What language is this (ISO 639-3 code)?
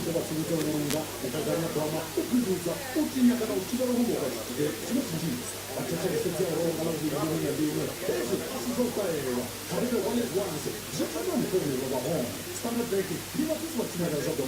ven